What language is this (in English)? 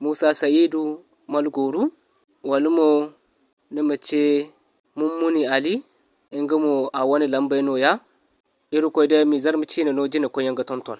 Zarma